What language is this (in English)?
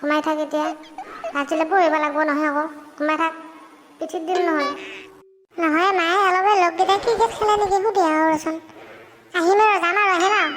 Assamese